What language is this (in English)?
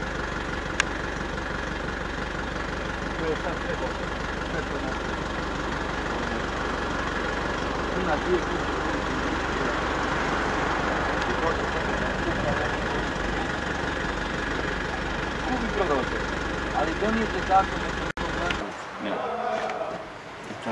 Croatian